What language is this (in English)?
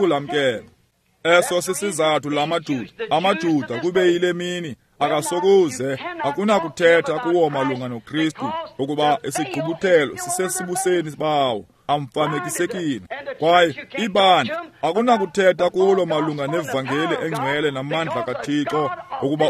Xhosa